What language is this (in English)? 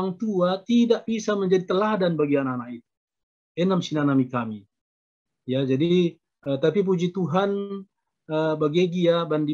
Batak Karo